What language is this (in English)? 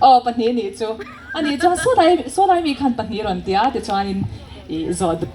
Mizo